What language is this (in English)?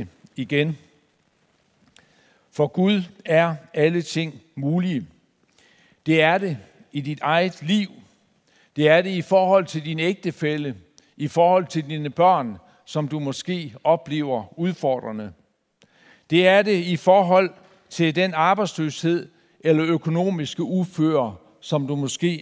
Danish